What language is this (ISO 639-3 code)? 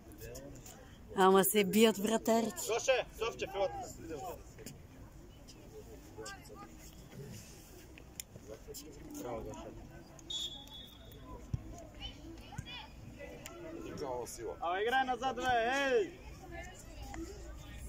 bul